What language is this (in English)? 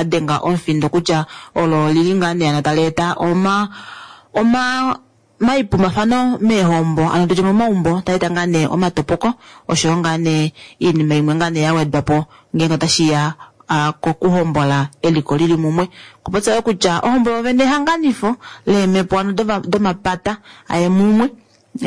Kuanyama